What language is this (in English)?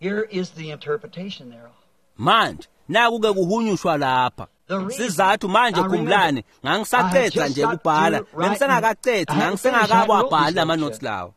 Swati